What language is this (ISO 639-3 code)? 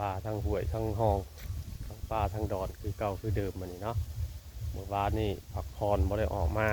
tts